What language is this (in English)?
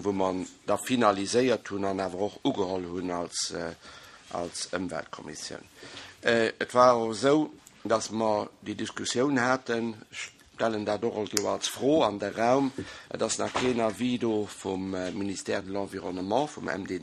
Luxembourgish